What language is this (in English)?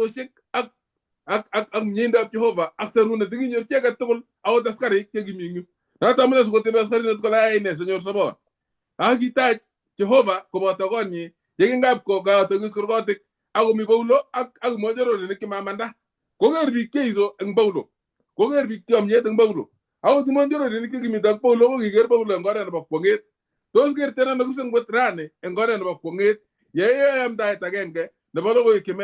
Kalenjin